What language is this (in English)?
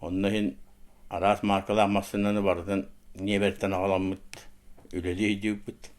Yakut